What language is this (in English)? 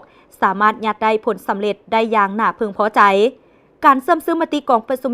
Lao